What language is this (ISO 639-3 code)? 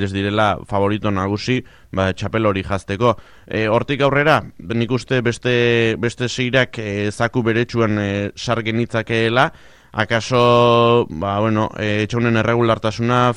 eus